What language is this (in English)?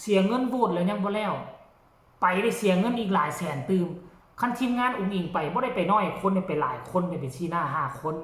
Northeastern Thai